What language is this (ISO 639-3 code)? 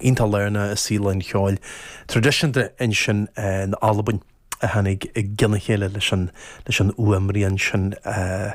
gle